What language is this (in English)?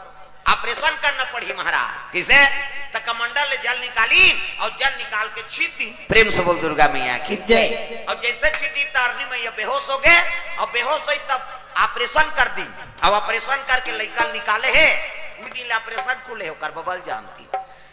Chhattisgarhi